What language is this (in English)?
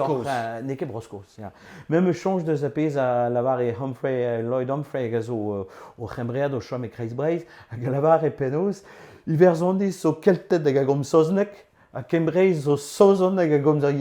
Breton